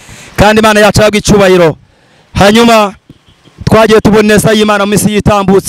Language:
Kinyarwanda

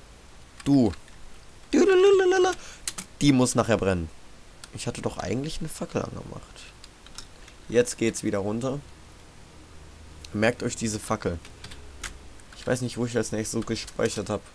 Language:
German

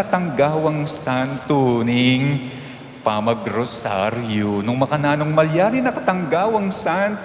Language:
Pampanga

